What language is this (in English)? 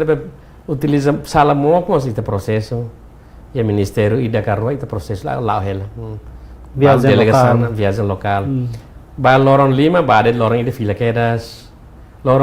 Tetum